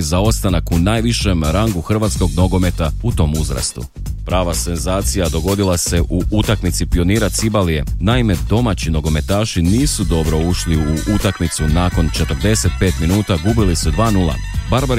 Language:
Croatian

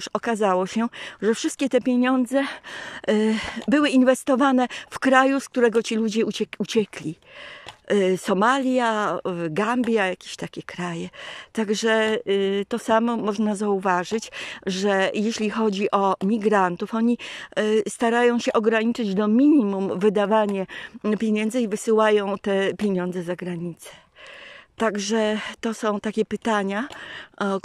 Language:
Polish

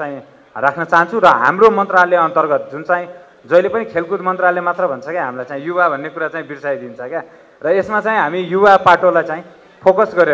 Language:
Nepali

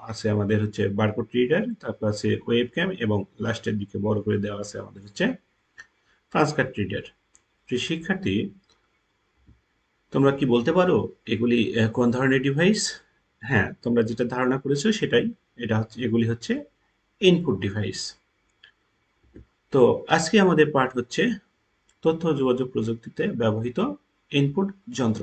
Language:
Bangla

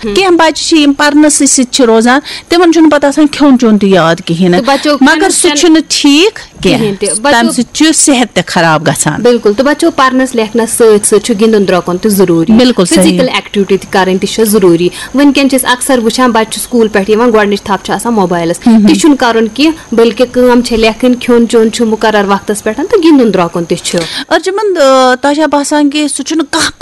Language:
Kashmiri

